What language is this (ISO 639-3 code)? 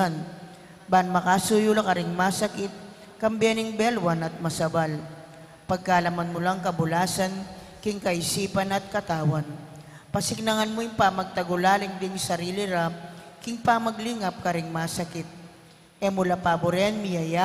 pam